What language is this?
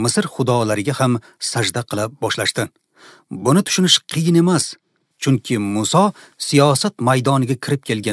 Uzbek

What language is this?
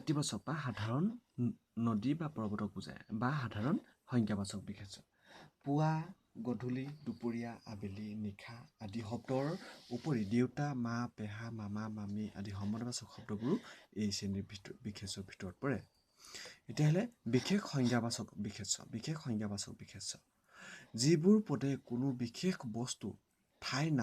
Assamese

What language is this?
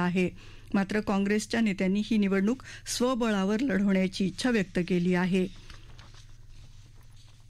Marathi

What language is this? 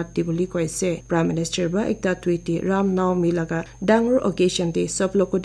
Naga Pidgin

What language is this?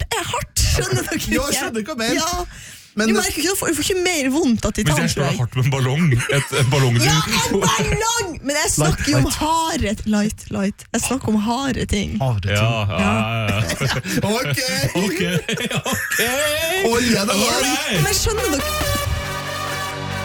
Norwegian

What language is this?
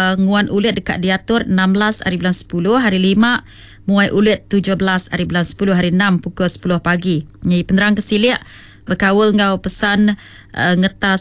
Iban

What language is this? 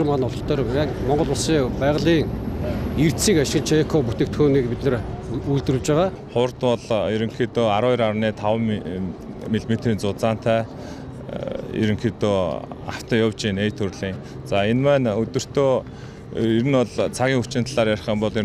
Mongolian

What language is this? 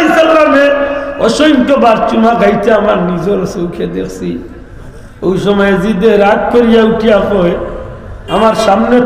Sylheti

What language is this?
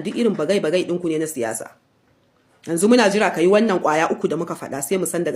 Hausa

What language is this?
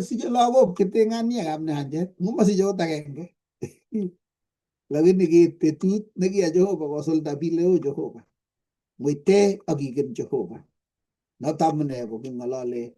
Kalenjin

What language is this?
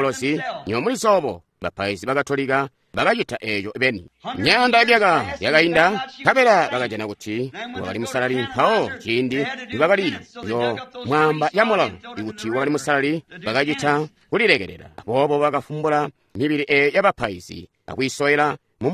Tonga (Zambia)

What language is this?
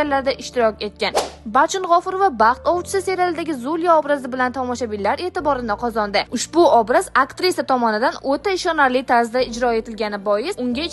Uzbek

